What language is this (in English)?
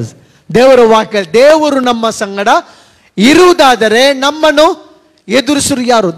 Kannada